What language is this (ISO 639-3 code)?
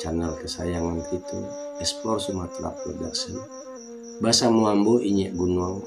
min